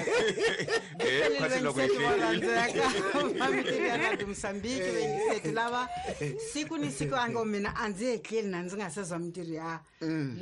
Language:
Tsonga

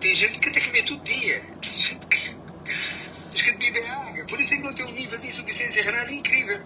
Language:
Kabuverdianu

